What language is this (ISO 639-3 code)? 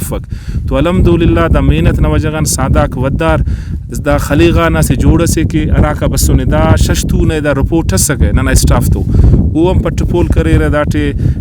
brh